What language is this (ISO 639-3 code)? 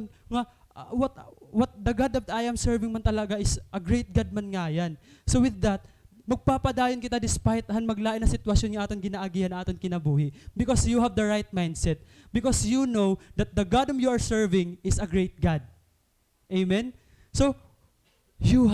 war